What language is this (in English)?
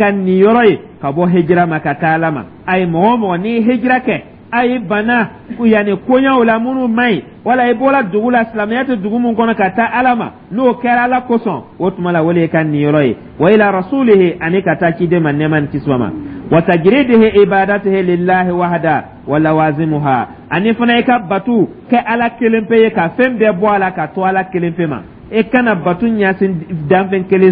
Dyula